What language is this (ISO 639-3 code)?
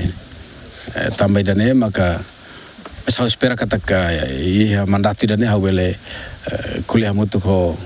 tet